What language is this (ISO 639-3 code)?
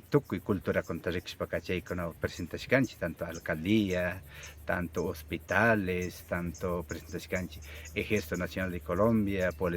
qvi